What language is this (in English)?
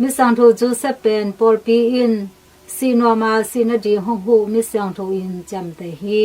Tedim Chin